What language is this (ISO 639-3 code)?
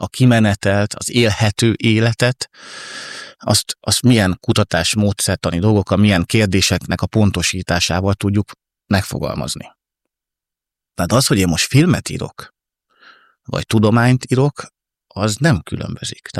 hun